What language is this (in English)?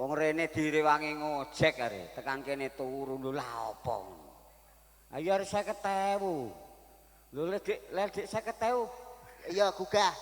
Javanese